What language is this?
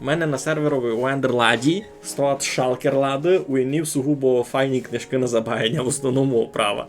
Rusyn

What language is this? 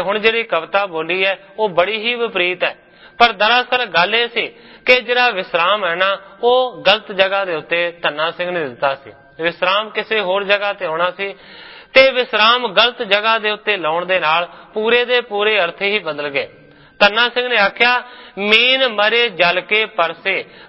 Punjabi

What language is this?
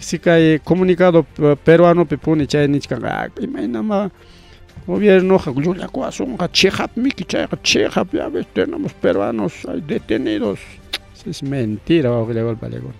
Ayacucho Quechua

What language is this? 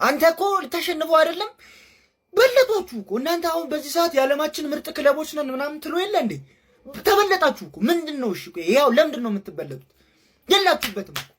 Amharic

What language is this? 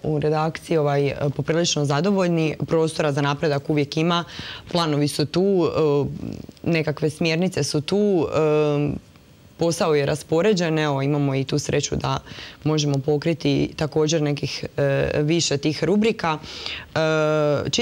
Croatian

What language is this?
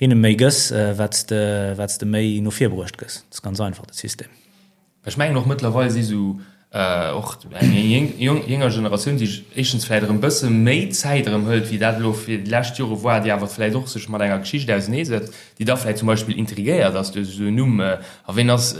Luxembourgish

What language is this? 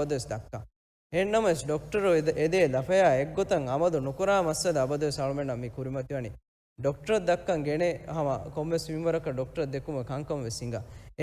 Divehi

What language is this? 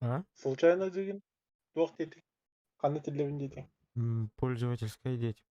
Yakut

